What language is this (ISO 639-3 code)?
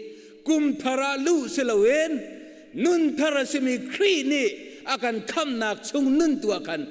cnh